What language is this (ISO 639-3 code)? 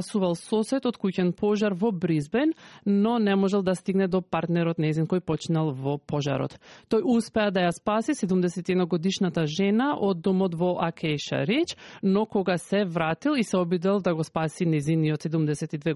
mkd